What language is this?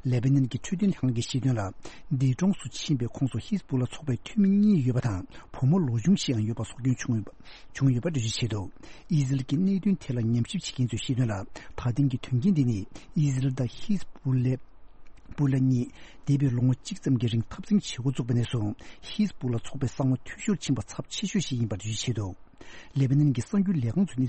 Tibetan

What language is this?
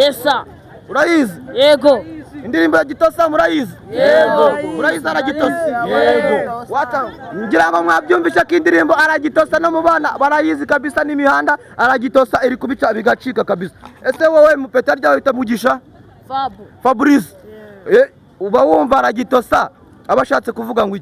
Kinyarwanda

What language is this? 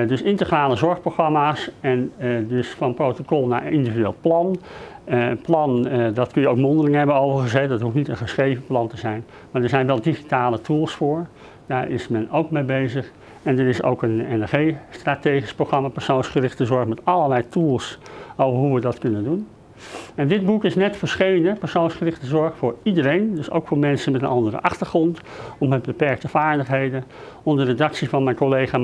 Dutch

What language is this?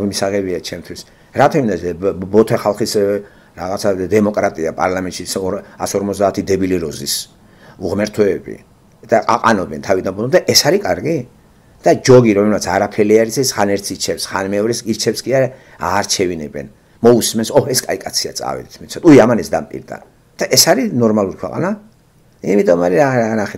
Georgian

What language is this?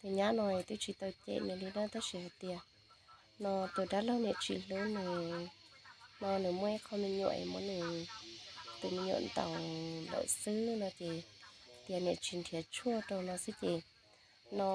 Hmong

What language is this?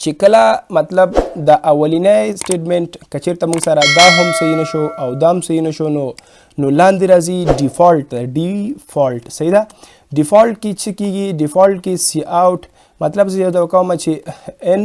Pashto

